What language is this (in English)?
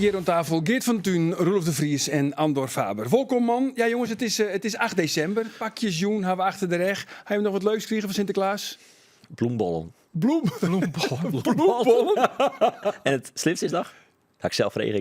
Western Frisian